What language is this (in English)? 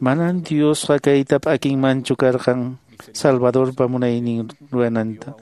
Quechua